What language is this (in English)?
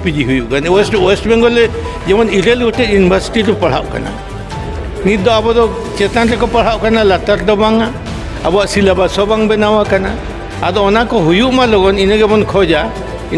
Santali